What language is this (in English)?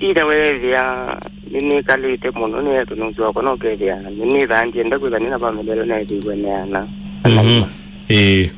Kamba